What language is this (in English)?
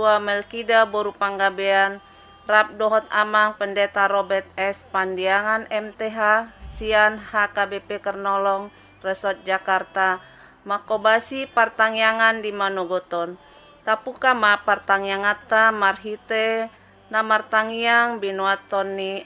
Batak Toba